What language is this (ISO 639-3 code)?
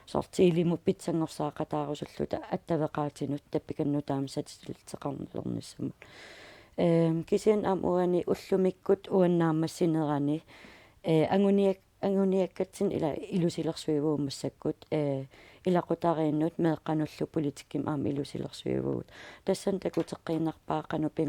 kal